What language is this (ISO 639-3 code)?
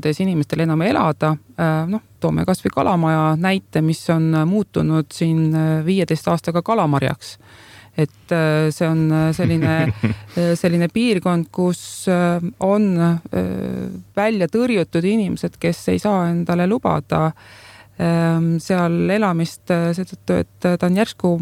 est